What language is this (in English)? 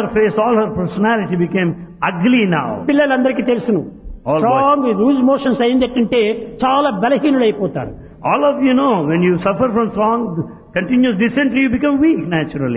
Telugu